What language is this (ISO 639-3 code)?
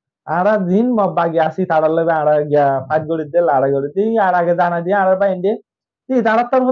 rhg